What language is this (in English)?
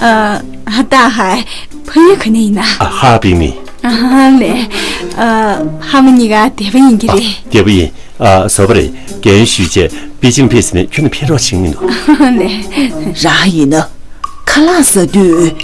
Tibetan